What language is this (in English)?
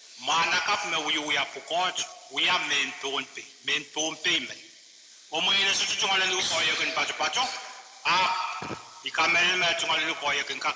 Pohnpeian